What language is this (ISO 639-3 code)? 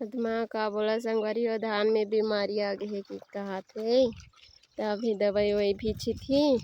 hne